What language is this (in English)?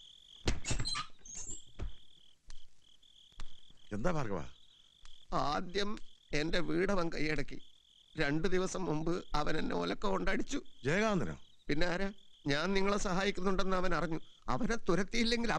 Malayalam